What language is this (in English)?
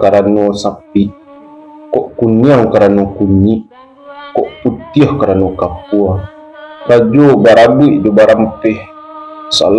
Minangkabau